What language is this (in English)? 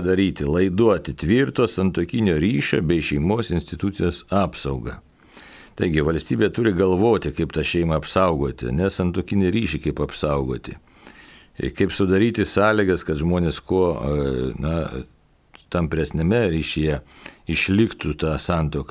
Lithuanian